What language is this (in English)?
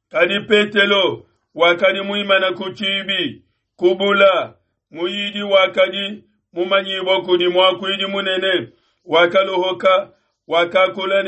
Luba-Lulua